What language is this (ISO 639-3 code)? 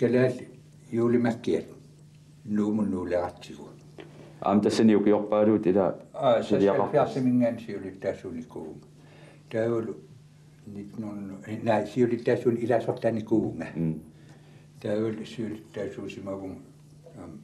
kal